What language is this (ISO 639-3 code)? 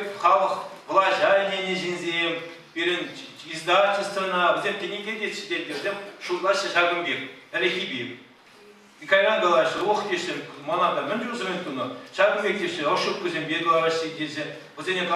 chv